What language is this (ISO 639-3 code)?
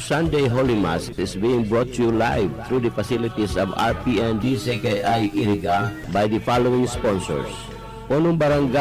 bik